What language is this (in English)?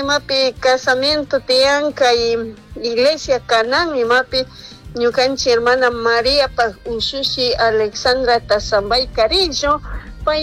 Chimborazo Highland Quichua